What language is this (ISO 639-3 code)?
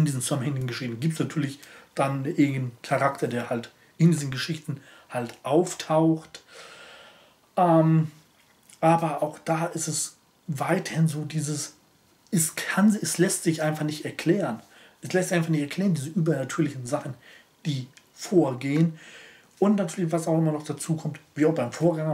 deu